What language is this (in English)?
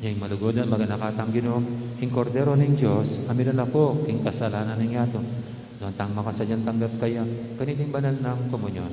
Pampanga